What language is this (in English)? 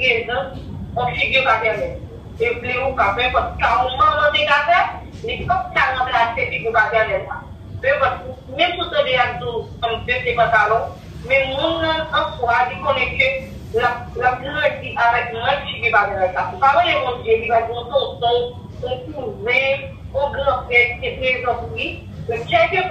Haitian Creole